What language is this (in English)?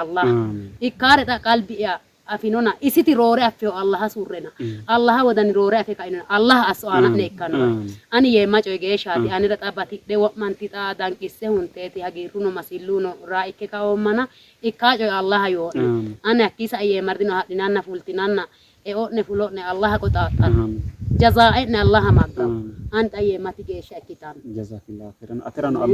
Sidamo